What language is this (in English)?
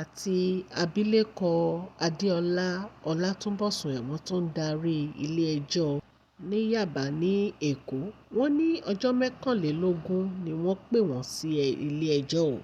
Yoruba